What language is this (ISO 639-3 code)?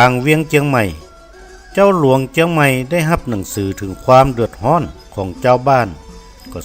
nod